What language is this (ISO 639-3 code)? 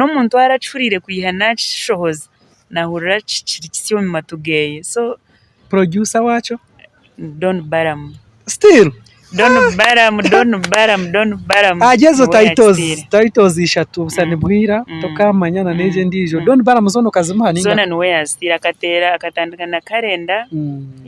nyn